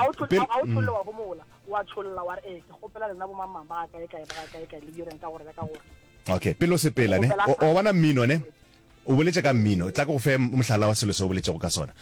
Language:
Northern Sotho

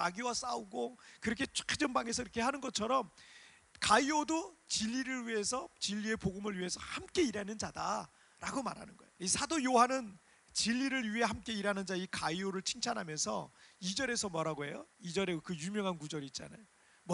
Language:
Korean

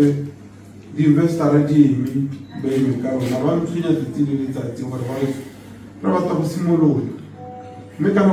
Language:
Tswana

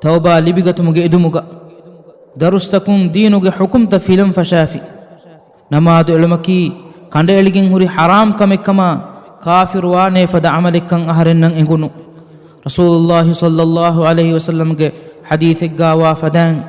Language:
Divehi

